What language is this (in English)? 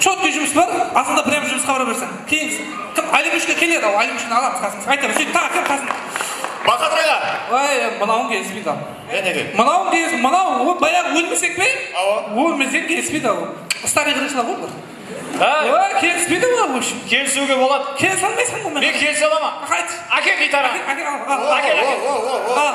Kara-Kalpak